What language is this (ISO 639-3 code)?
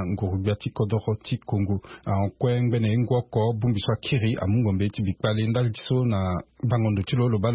sag